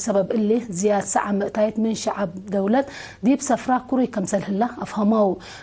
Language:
Tigre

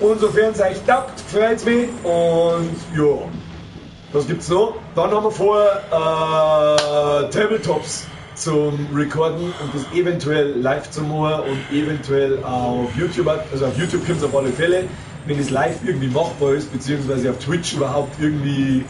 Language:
Bavarian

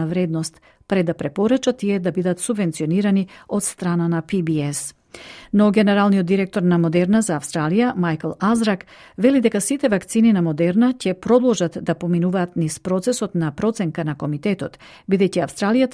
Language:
Macedonian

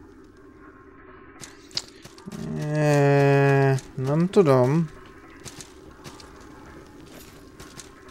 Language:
Hungarian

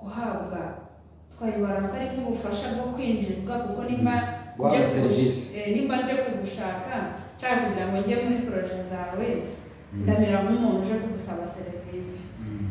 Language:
Kinyarwanda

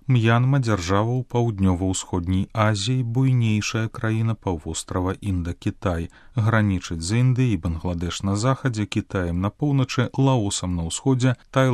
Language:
Belarusian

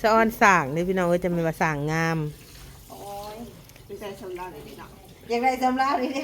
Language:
Northeastern Thai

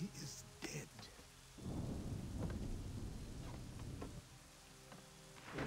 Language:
English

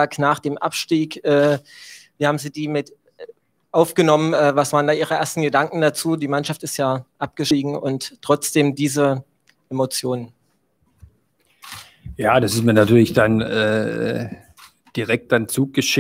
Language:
German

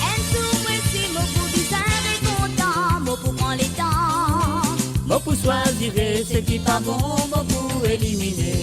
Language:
Morisyen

